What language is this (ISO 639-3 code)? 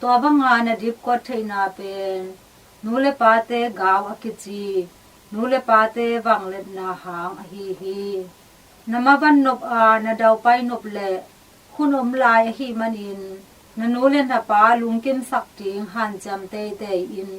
ctd